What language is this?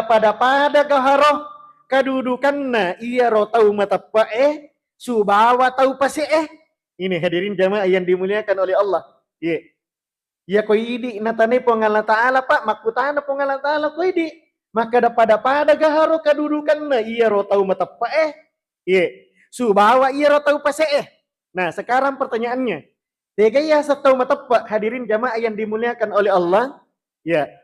Buginese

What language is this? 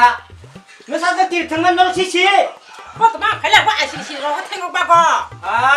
Kok Borok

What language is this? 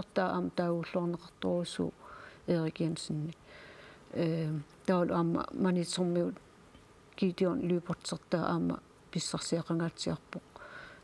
Kalaallisut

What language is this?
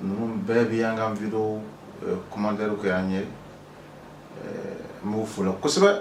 Bambara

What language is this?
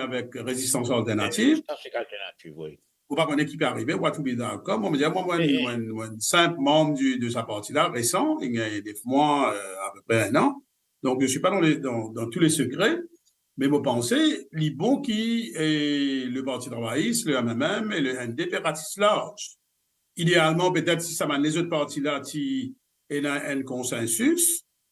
Morisyen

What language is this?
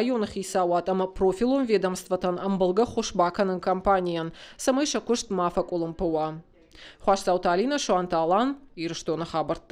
Ossetic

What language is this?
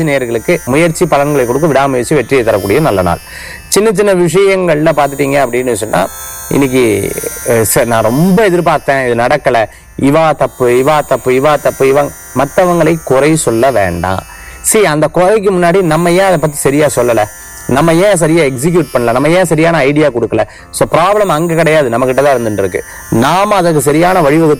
Tamil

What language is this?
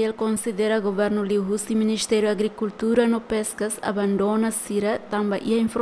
Tetum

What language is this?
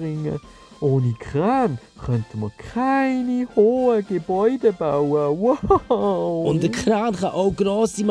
Swiss German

